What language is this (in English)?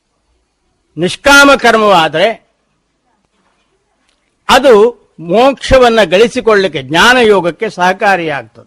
Kannada